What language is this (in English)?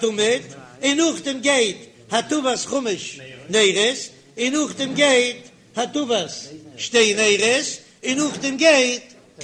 Yiddish